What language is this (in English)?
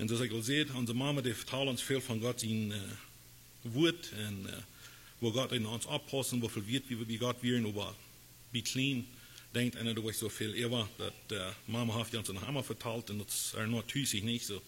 Plautdietsch